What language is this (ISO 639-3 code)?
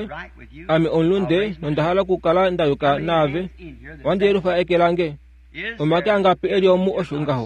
kua